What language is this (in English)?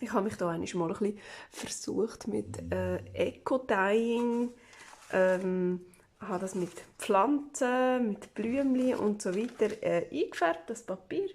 Swiss German